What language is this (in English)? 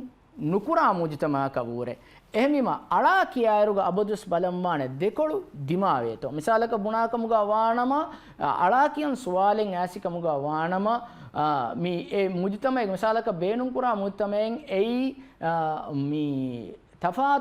Divehi